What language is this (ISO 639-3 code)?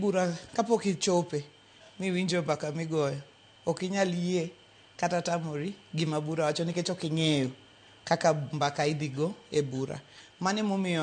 luo